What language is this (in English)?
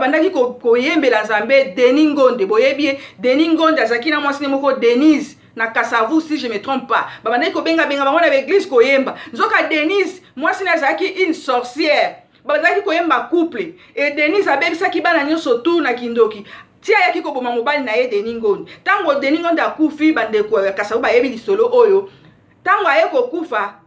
Lingala